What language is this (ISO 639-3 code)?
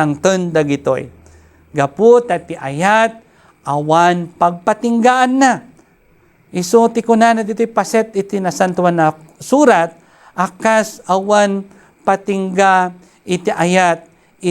ilo